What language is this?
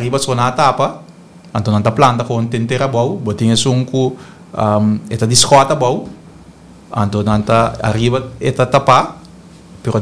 Papiamento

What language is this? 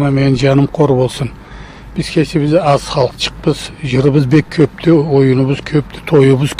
Karachay-Balkar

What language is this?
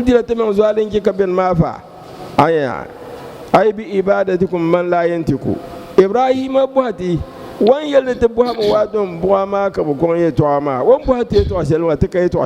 Dagbani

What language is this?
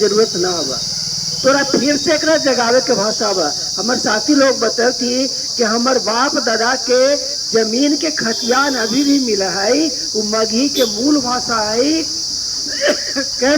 Magahi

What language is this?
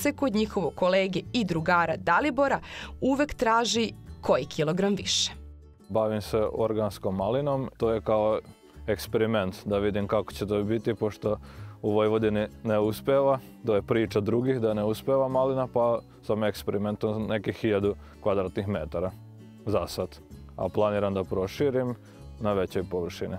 Serbian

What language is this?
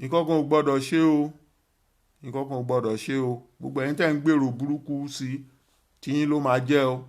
Yoruba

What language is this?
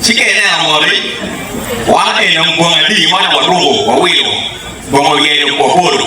Acoli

